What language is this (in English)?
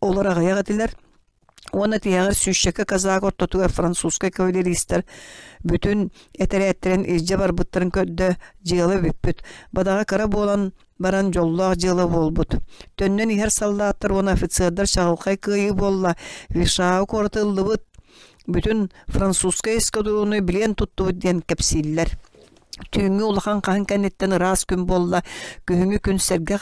Yakut